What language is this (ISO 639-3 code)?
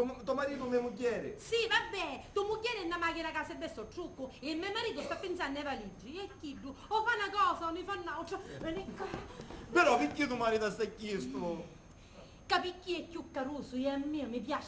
scn